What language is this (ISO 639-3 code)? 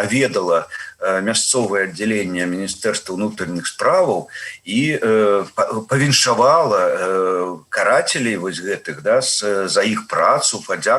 bel